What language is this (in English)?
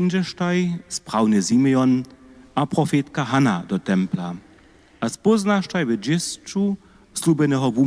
Upper Sorbian